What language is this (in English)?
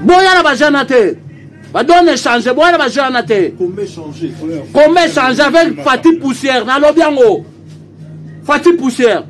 Lingala